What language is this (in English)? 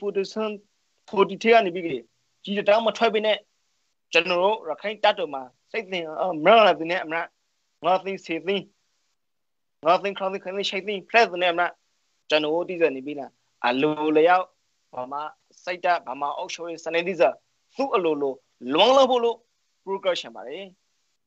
Burmese